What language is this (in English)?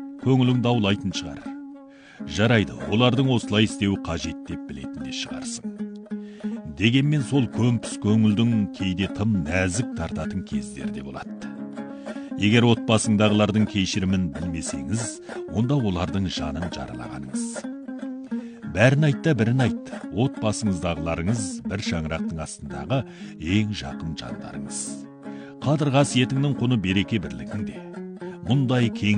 Kazakh